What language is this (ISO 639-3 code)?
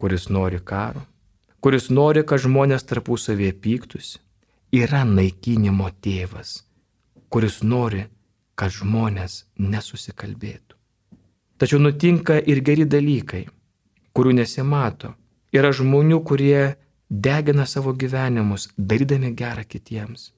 lit